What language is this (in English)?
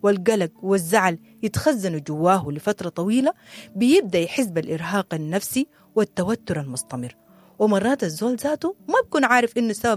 Sudanese Arabic